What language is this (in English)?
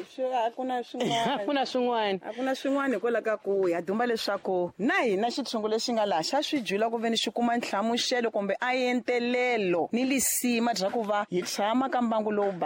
Tsonga